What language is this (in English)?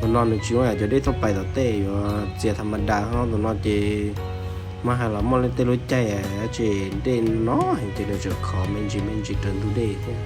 Hmong